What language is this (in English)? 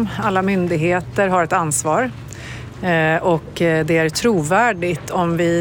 Swedish